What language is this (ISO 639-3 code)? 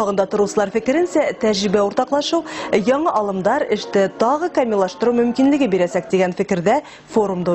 bak